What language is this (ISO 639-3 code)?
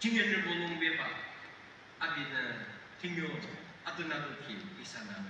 yim